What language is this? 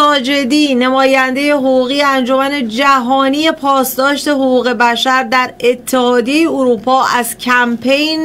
Persian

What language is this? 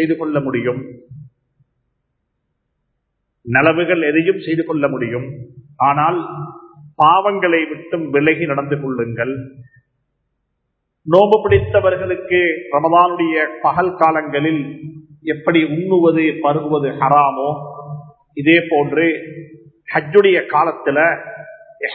Tamil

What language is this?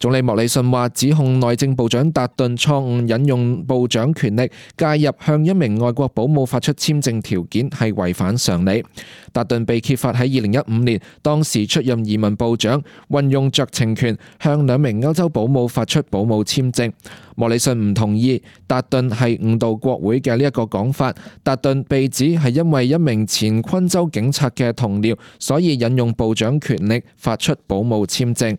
Cantonese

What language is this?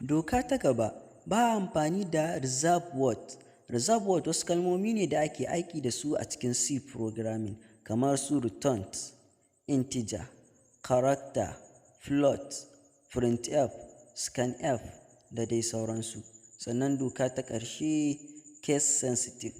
Hausa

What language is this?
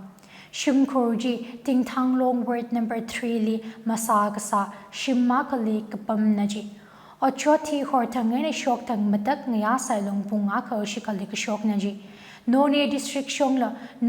Tangkhul Naga (India)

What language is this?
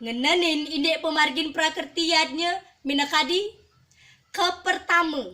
Balinese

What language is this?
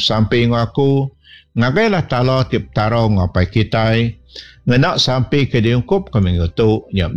Iban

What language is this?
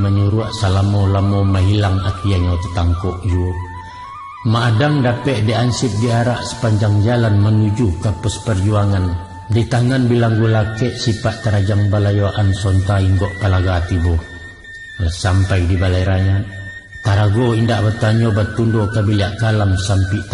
Minangkabau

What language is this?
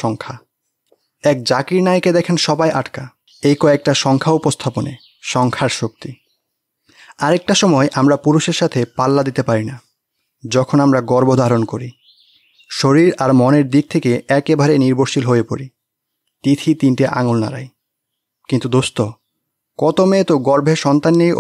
Bangla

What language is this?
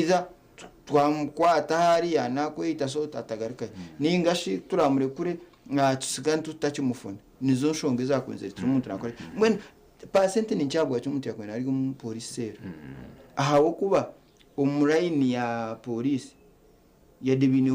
Nyankole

